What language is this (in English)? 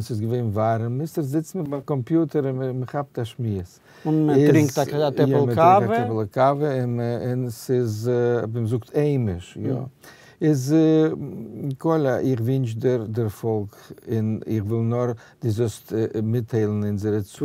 Yiddish